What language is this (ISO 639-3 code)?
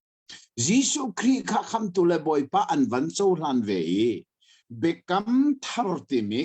cnh